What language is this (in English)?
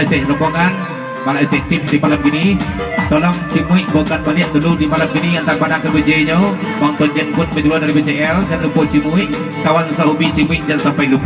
Minangkabau